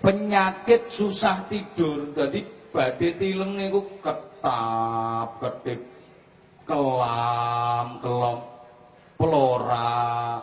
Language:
Javanese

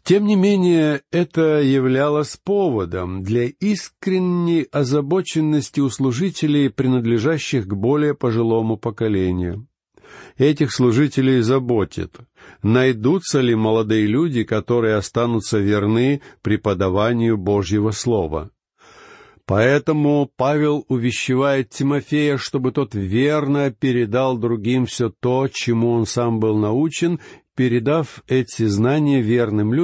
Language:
Russian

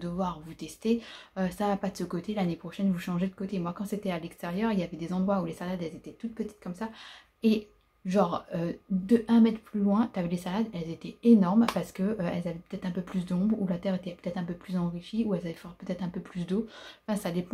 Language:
French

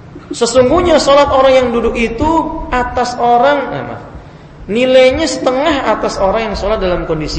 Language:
Indonesian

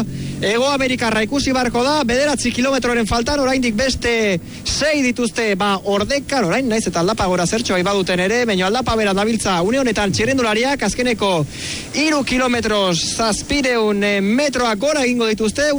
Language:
Basque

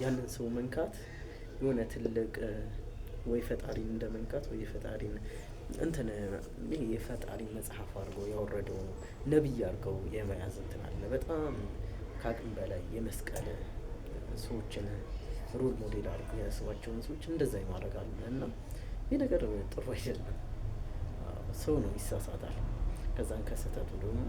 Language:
Amharic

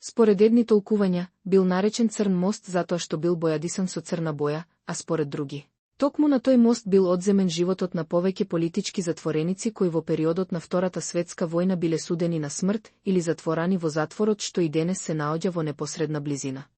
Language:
Macedonian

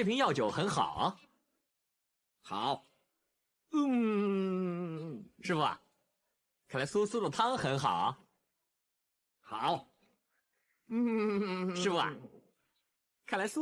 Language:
Chinese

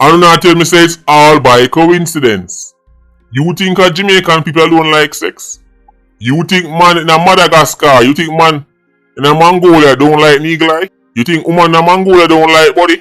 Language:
Jamaican Creole English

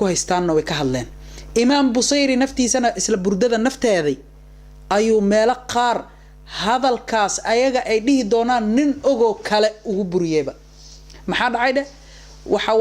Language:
Somali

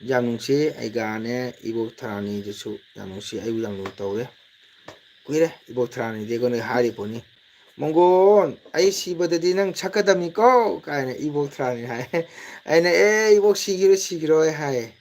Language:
Manipuri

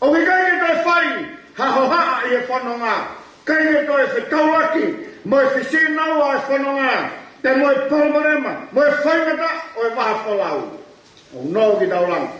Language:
Tongan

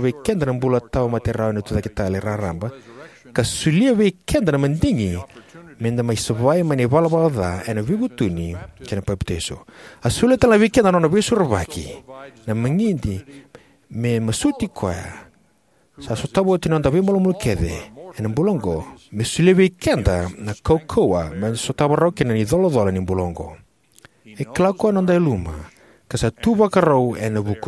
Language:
Fijian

